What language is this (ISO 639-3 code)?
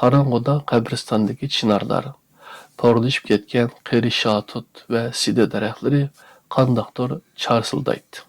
uig